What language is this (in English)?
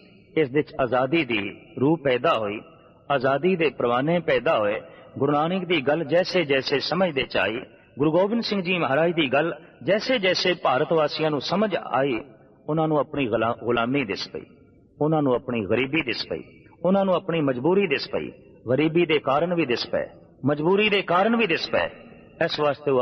Punjabi